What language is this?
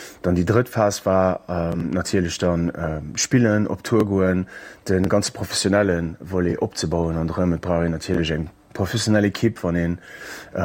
Luxembourgish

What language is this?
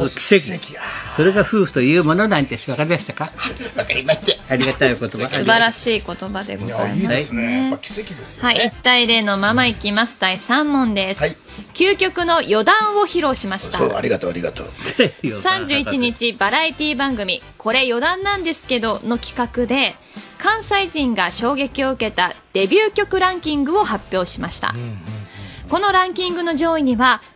Japanese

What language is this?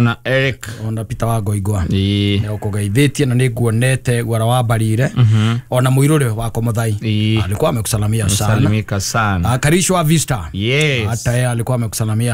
Kikuyu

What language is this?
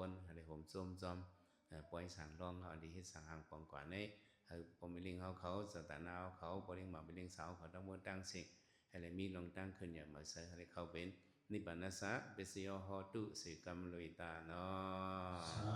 Shan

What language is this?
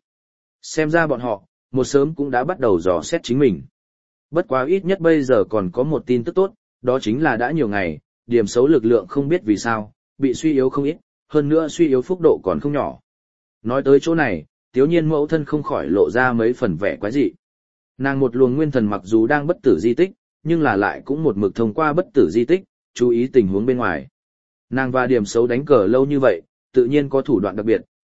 Vietnamese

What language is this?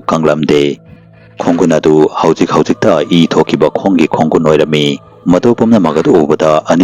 Manipuri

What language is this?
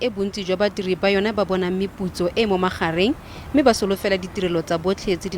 Tswana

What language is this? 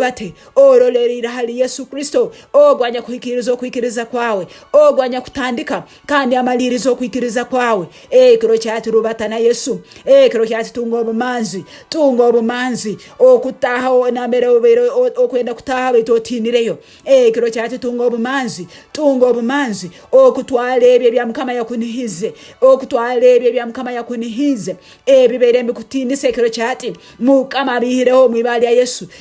Nyankole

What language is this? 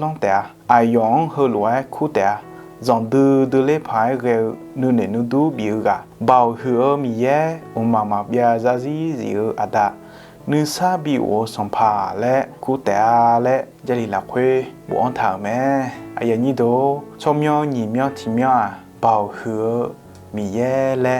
Akha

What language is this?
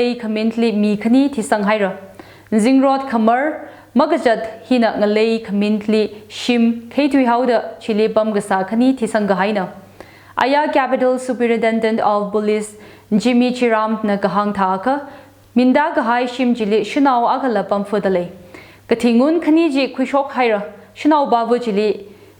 Tangkhul Naga (India)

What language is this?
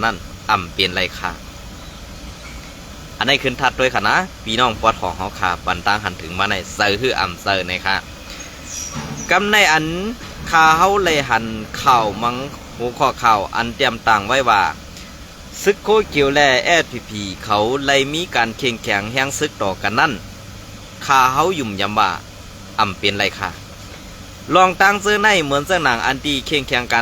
Shan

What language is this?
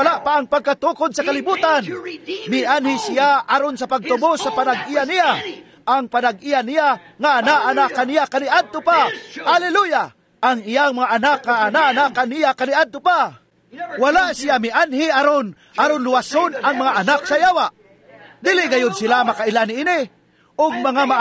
Cebuano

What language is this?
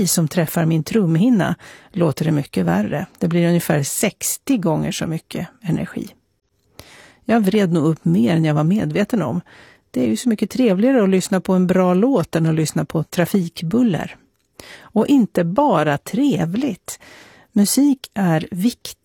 Swedish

